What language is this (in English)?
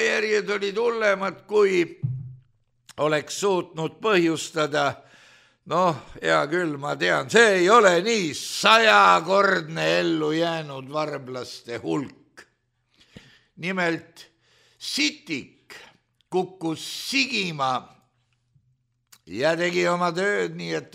Estonian